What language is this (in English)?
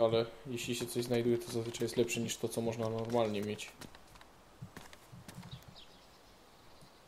Polish